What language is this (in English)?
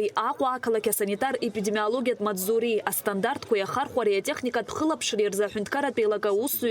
Abkhazian